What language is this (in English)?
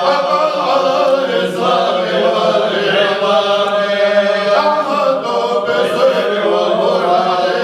Chechen